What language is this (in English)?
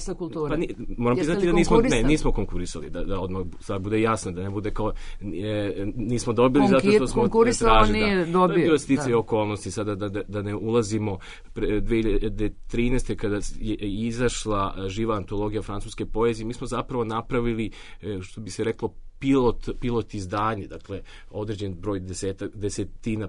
Serbian